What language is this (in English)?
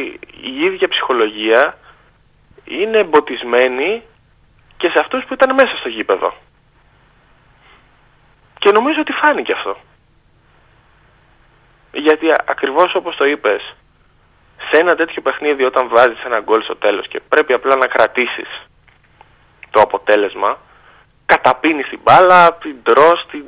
Greek